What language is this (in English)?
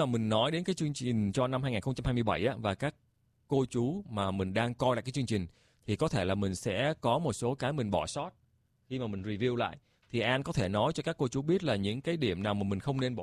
Vietnamese